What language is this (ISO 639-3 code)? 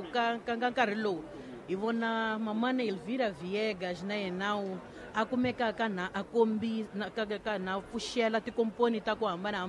tso